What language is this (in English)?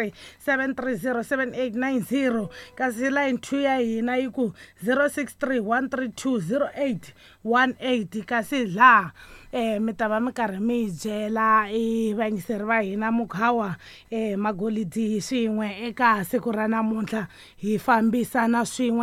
Tsonga